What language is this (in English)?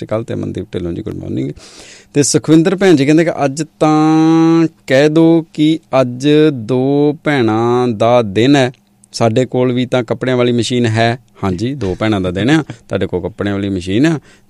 Punjabi